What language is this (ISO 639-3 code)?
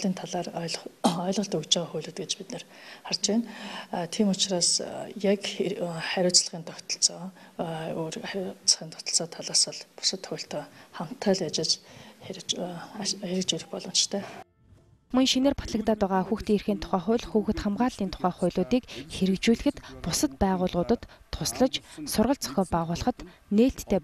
mon